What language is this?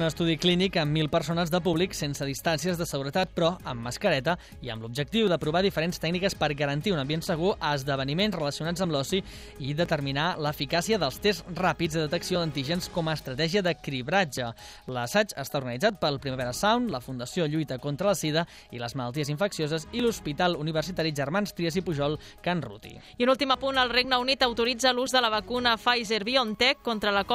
Catalan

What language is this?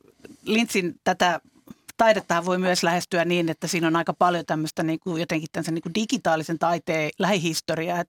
Finnish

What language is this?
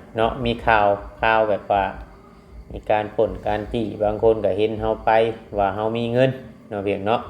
Lao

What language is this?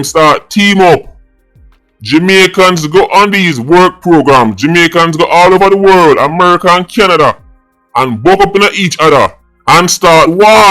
Jamaican Creole English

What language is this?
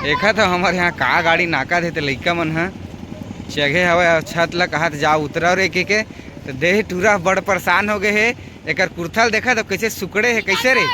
Chhattisgarhi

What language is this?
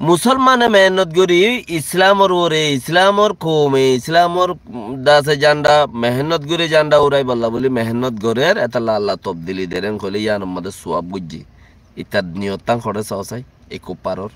Rohingya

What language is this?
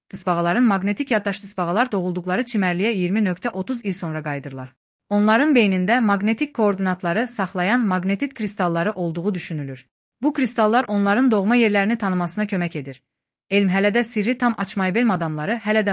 Azerbaijani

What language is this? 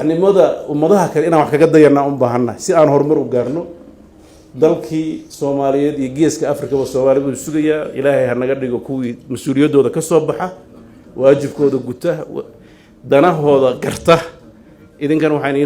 Somali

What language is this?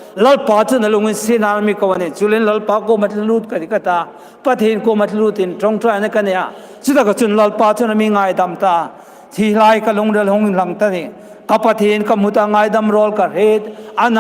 Hmar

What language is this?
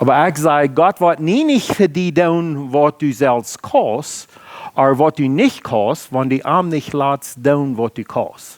Plautdietsch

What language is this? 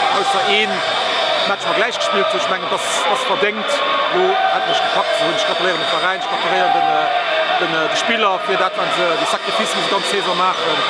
Luxembourgish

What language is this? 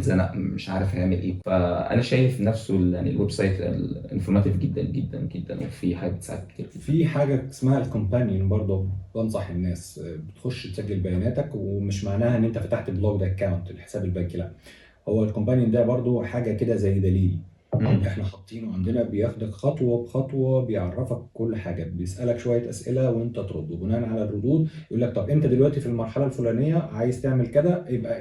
Egyptian Arabic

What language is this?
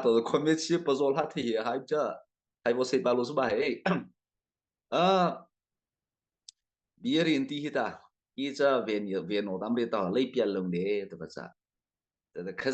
Mara Chin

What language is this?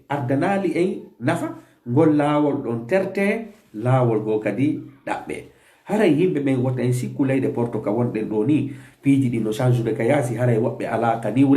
Fula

